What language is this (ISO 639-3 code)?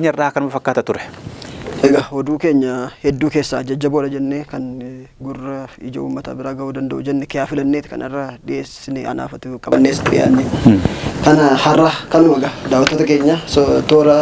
orm